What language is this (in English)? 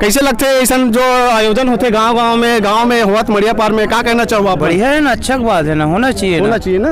Chhattisgarhi